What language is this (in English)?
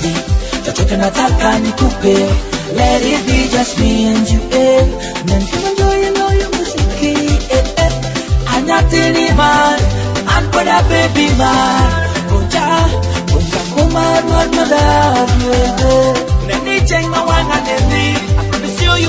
Swahili